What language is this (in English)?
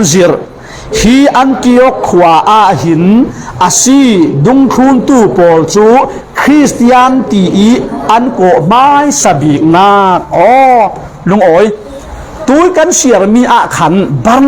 Falam Chin